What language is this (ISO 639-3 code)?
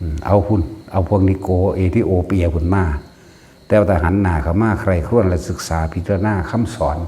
tts